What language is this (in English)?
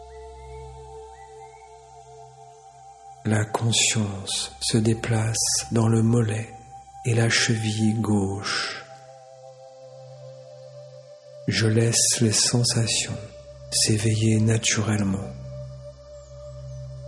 French